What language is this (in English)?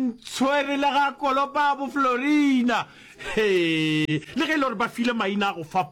Northern Sotho